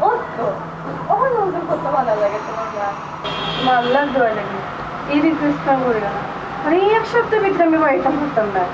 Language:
Sylheti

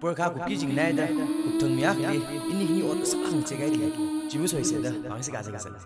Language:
Tangkhul Naga (India)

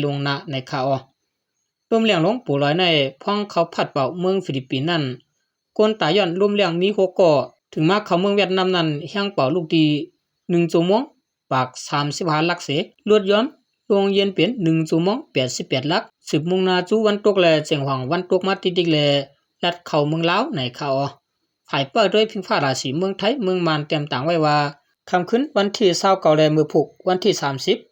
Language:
Shan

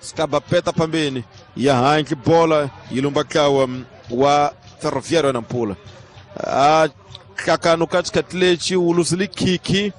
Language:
Tsonga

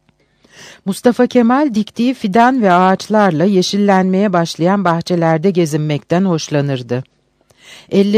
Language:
Turkish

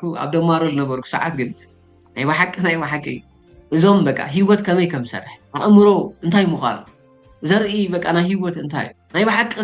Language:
Tigrinya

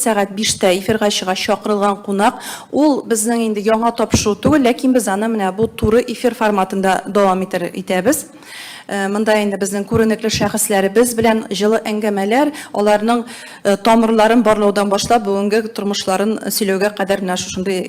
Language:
Tatar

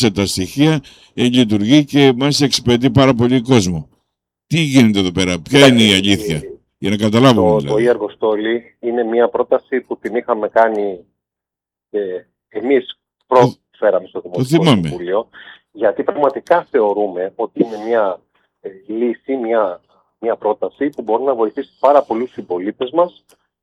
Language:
Greek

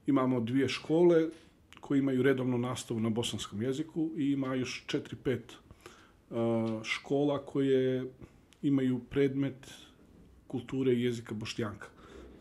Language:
Bosnian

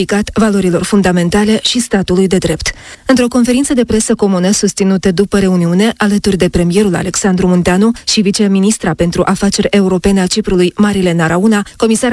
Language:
Romanian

